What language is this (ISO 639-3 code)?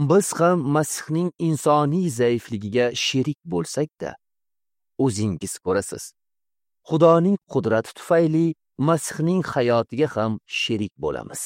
uzb